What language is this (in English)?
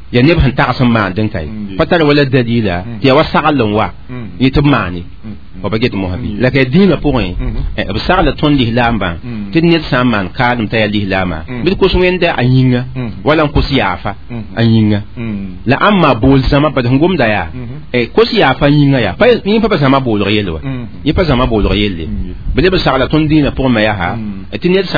Mossi